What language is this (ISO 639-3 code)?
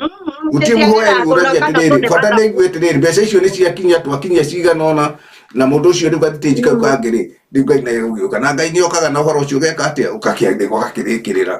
kik